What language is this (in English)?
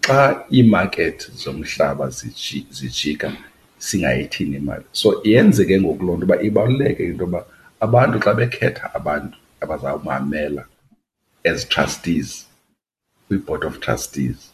Xhosa